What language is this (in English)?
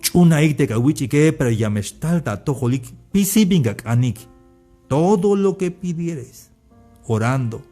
Tzeltal